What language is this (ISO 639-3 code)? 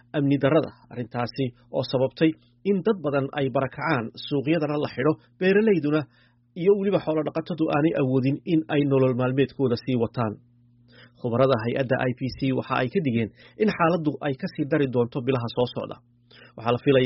som